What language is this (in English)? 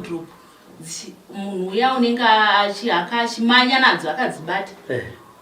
Shona